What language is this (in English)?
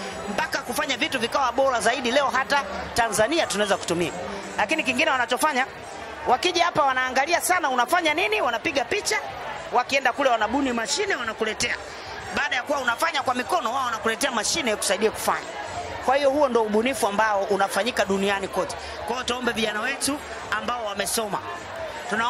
Swahili